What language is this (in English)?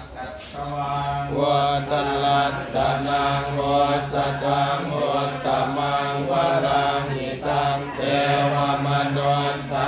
Pali